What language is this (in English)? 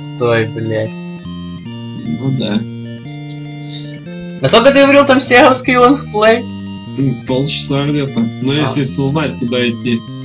Russian